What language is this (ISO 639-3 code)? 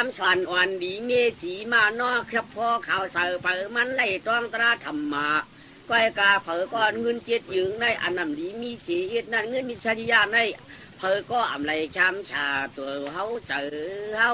shn